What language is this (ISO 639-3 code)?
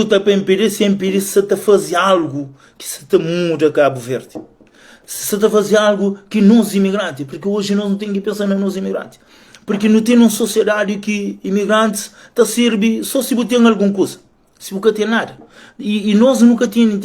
kea